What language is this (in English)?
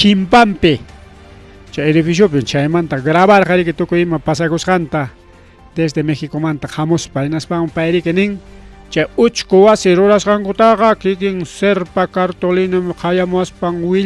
Ayacucho Quechua